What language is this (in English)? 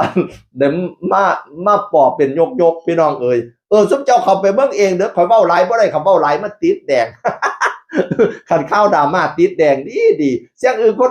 Northeastern Thai